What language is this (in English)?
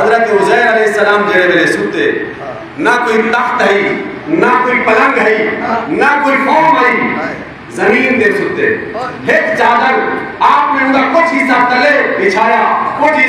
Saraiki